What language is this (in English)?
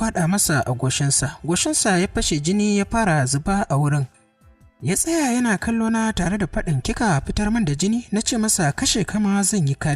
Hausa